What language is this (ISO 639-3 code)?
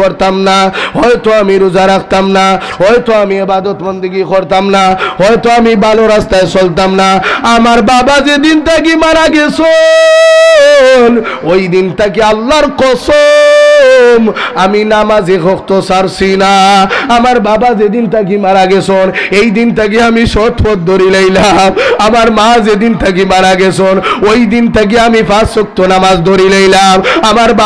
syl